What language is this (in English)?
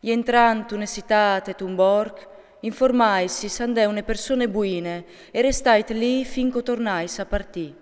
Friulian